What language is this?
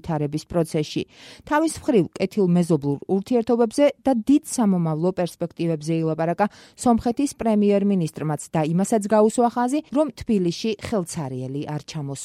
Georgian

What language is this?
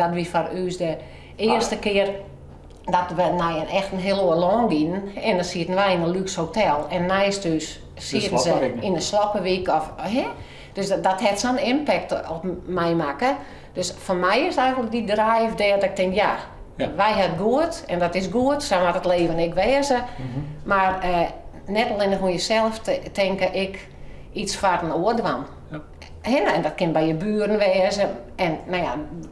Western Frisian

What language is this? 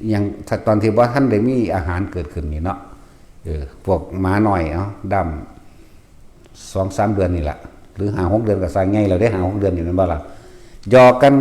Northeastern Thai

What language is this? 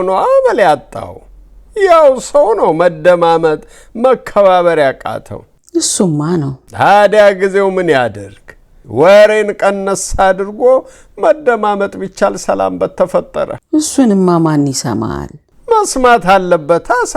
Amharic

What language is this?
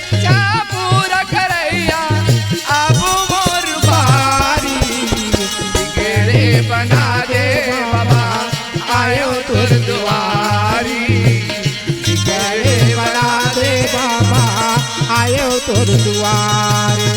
Chhattisgarhi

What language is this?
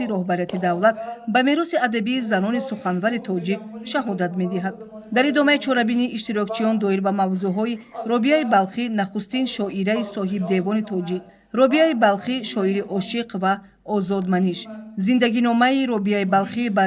Tajik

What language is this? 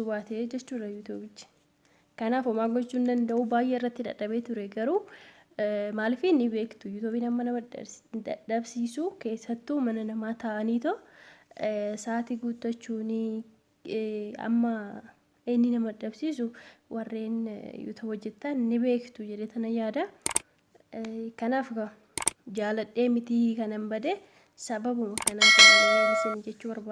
Oromo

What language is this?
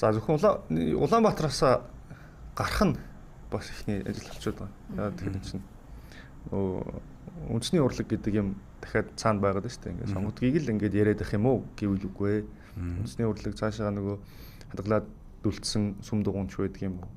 Mongolian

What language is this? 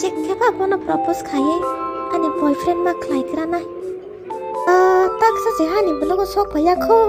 Kok Borok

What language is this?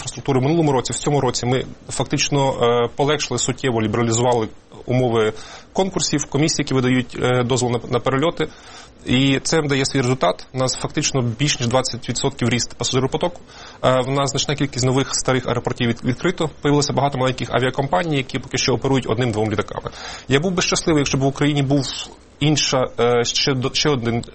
Ukrainian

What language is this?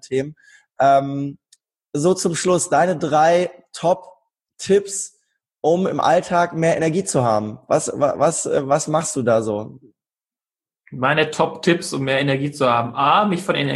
German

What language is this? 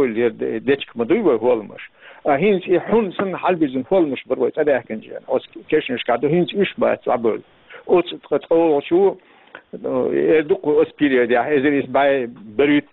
Chechen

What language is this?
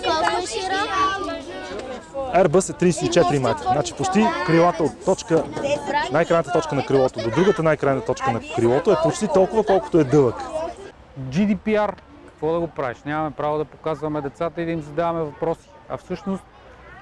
Bulgarian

